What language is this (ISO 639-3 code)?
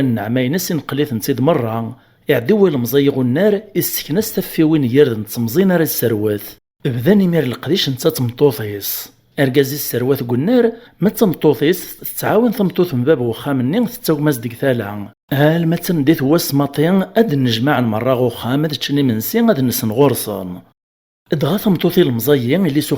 kab